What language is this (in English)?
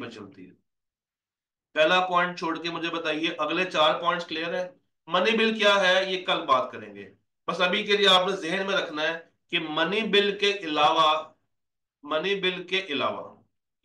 Hindi